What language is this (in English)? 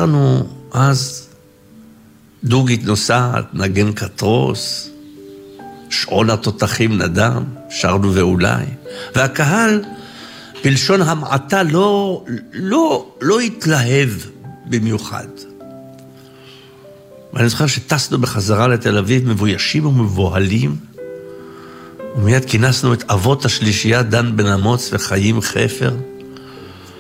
Hebrew